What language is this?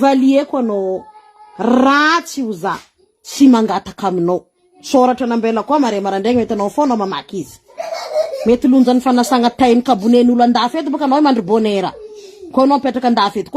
Malagasy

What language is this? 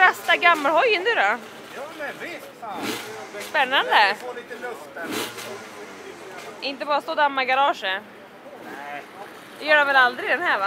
Swedish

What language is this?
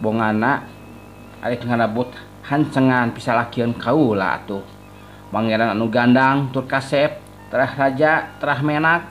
Sundanese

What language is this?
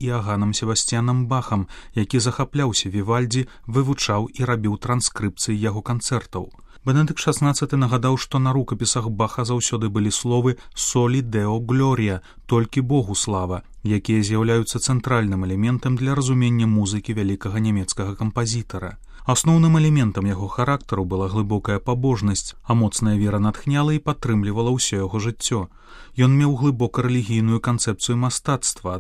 Belarusian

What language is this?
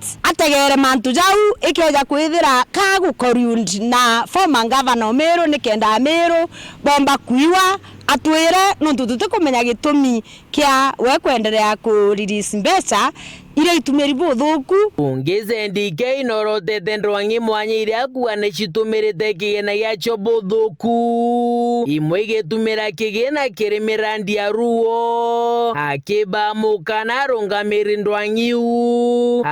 Meru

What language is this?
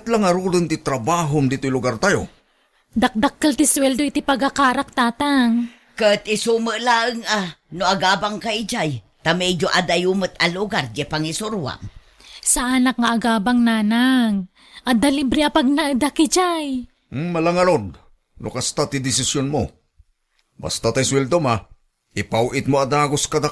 Iloko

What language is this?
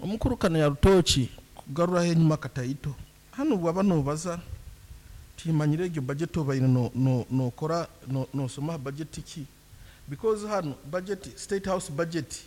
Nyankole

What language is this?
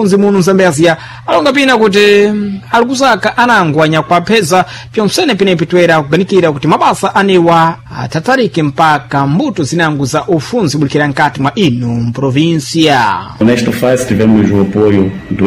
Sena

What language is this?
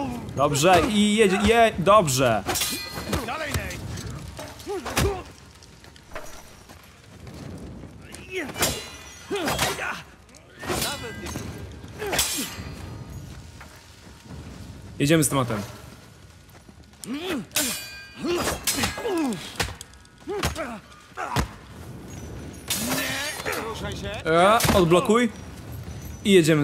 Polish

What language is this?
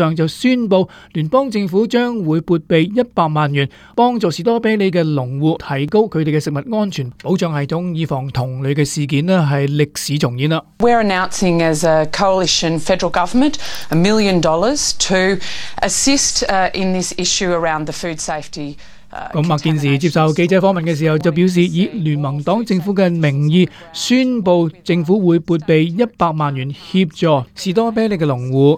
Cantonese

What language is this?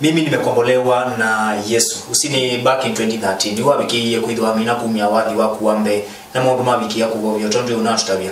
Kamba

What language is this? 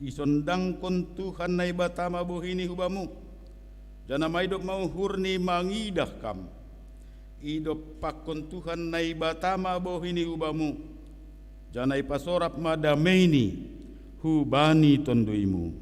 Batak Simalungun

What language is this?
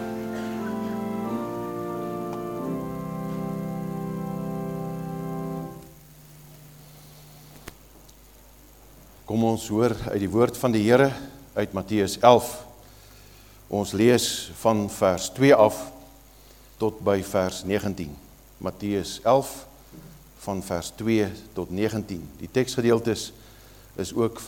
Afrikaans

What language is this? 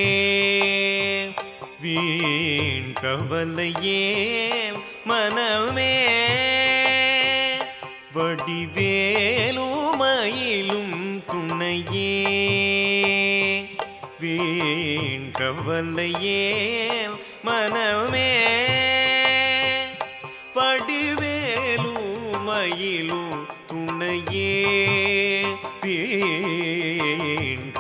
Tamil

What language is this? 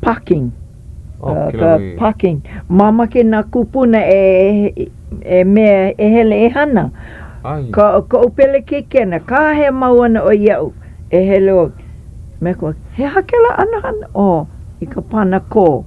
Hawaiian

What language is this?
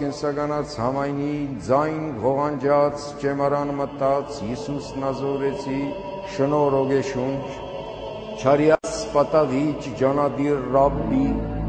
Armenian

